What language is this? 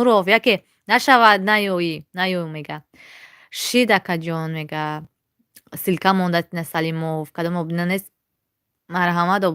Tajik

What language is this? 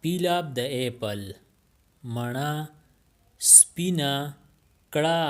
Pashto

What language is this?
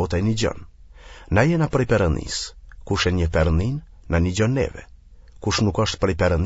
Albanian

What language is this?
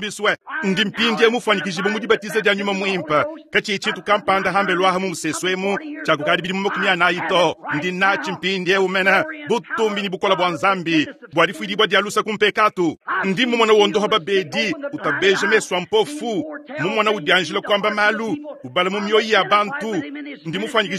Luba-Lulua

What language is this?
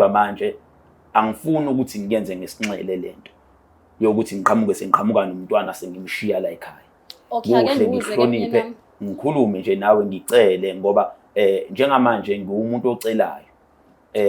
Zulu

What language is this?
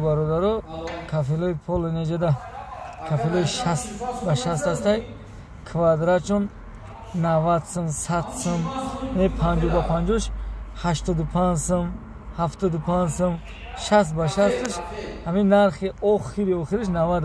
Tajik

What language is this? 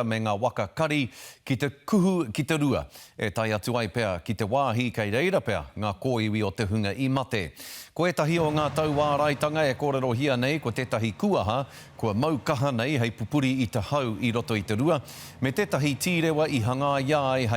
Māori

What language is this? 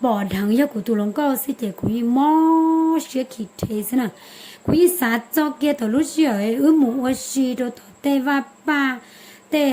Hmong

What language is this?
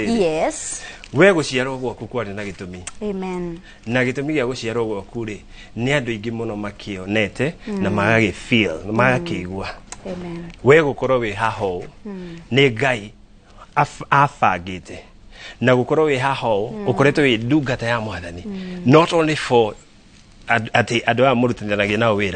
Kikuyu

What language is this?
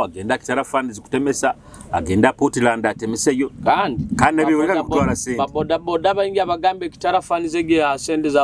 Nyoro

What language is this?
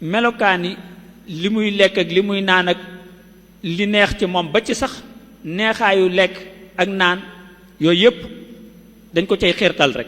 Wolof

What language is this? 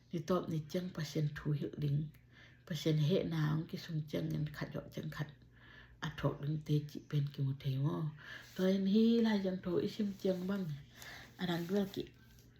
Tedim Chin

